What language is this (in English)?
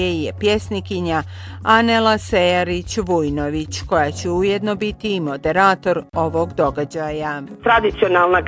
Bosnian